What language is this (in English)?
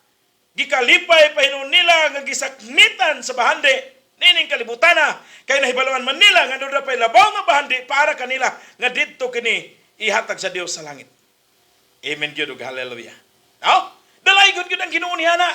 Cebuano